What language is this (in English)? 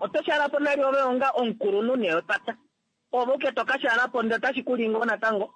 Kuanyama